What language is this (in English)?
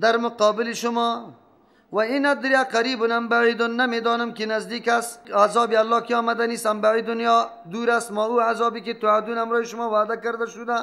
Persian